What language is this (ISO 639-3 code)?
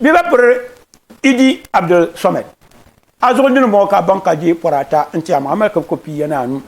dag